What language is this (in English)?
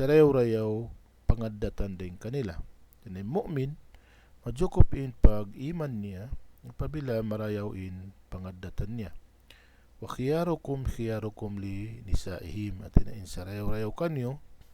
Tausug